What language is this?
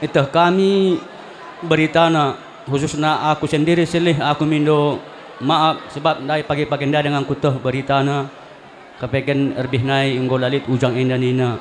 Batak Karo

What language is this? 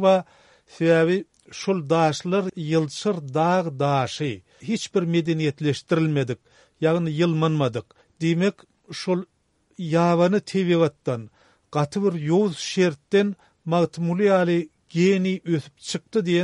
Turkmen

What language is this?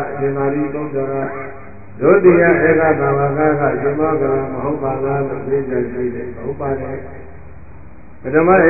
Burmese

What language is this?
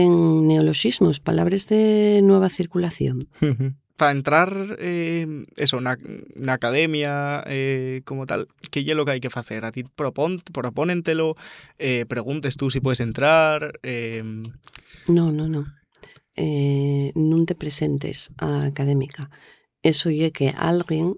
Asturian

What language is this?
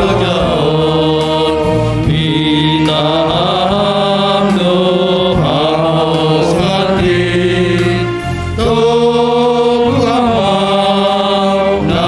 Batak Simalungun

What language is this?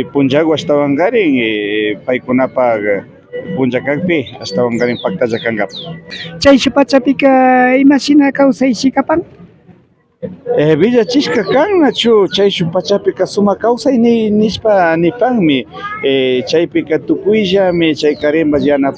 Imbabura Highland Quichua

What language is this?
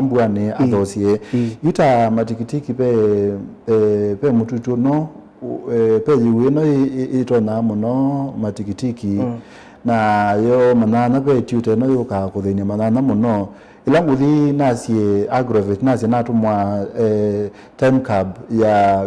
Kamba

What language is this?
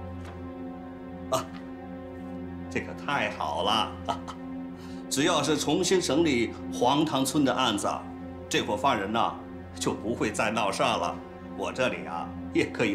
Chinese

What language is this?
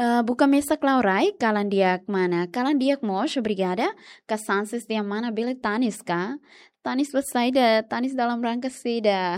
Tetum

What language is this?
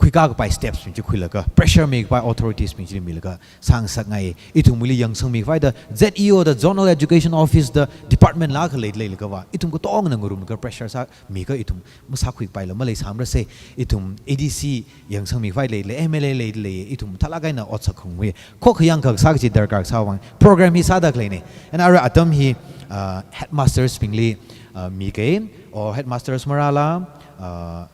Tangkhul Naga (India)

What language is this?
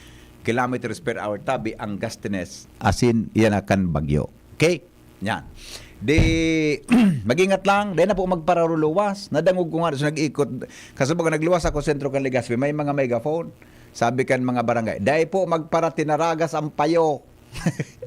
Bikol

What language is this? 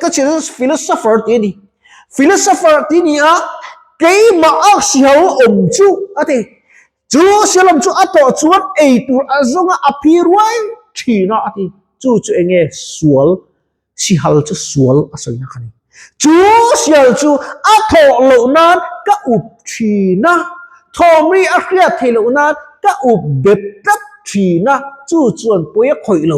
Mizo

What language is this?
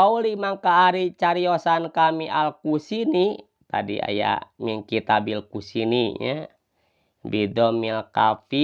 Sundanese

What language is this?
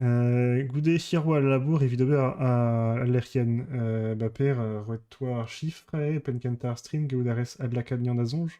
Breton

